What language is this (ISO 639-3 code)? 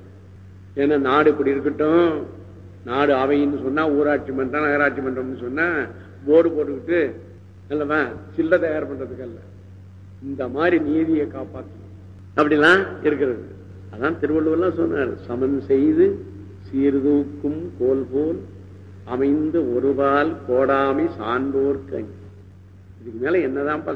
tam